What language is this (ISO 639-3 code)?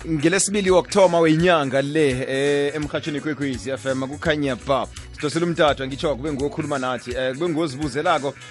nbl